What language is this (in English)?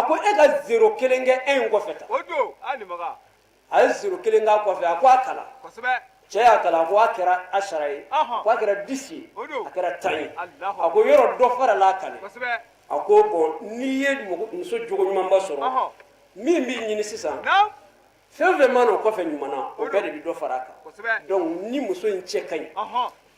Bambara